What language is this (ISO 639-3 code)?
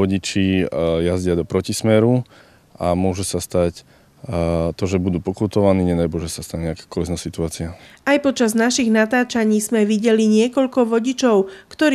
slk